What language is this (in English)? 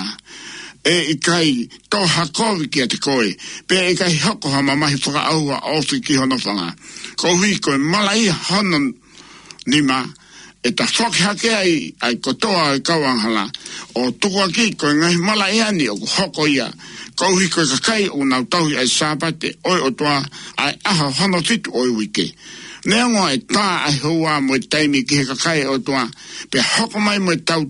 Tongan